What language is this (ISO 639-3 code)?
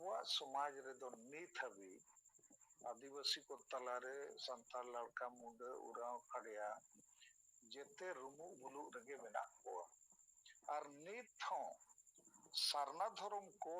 sat